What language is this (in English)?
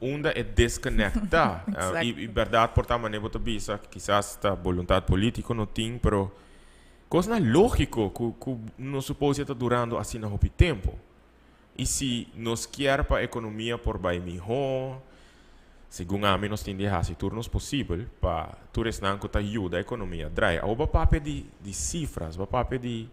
Papiamento